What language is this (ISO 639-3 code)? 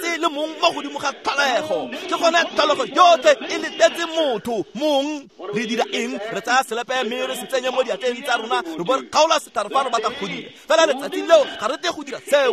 tsn